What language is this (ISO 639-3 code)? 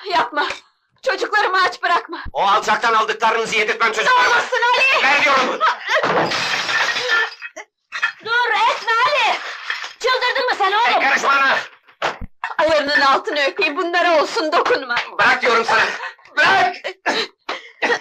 tur